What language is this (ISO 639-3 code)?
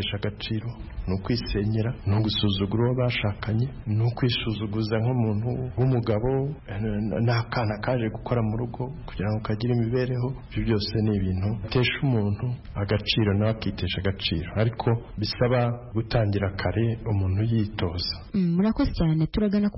kin